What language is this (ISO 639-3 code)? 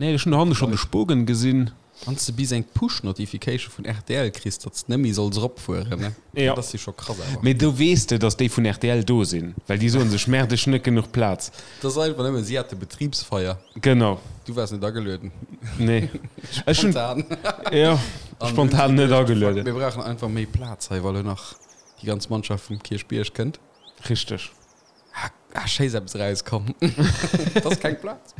ltz